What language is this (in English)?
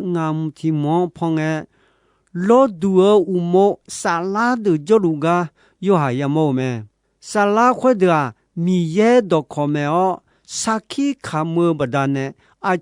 Akha